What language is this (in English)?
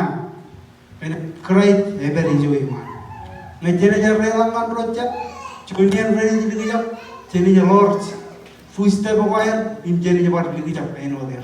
Marshallese